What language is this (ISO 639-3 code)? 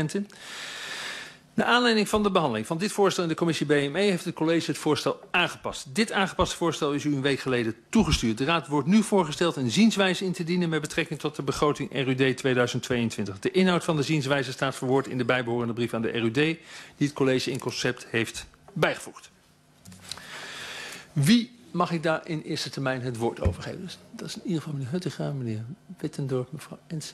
nld